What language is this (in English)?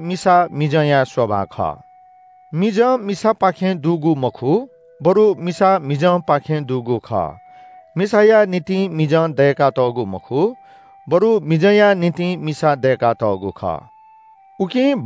Newari